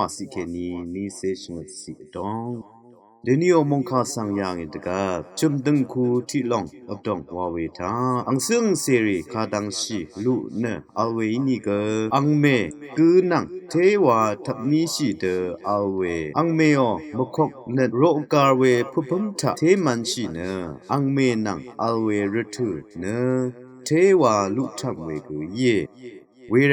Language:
Rawang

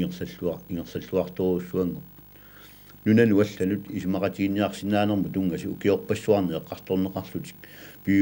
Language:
Kalaallisut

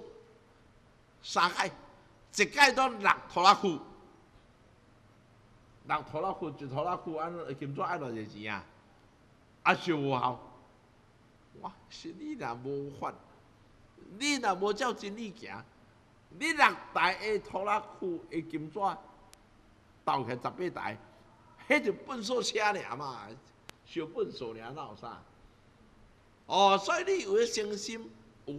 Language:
Min Nan Chinese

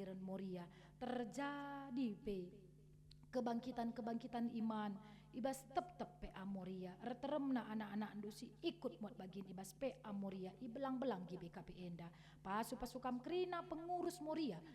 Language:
Batak Karo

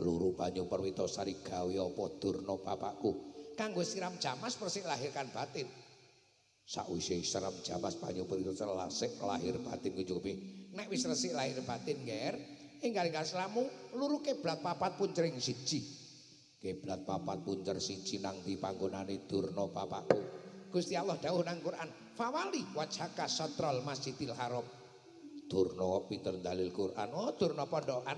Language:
Javanese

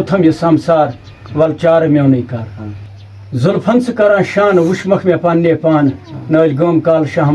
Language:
Kashmiri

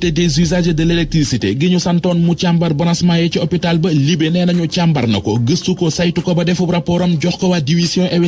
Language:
Wolof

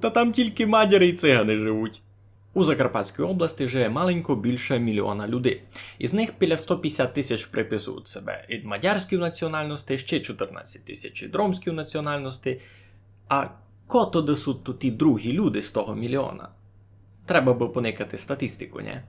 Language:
Rusyn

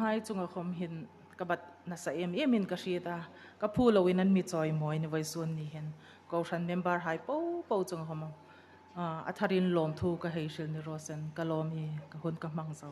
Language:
Hmar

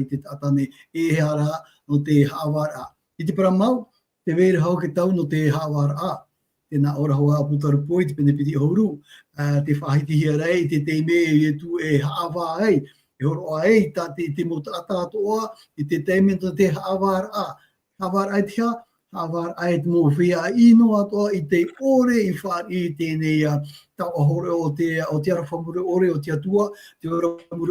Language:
Tahitian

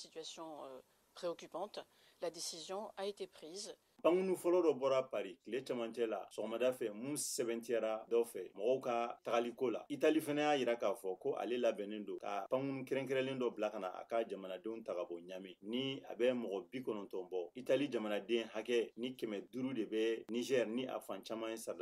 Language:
Bambara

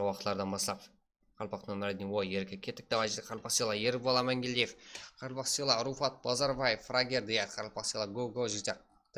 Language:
Kara-Kalpak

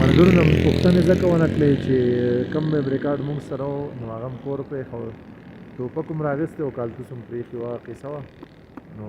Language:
Pashto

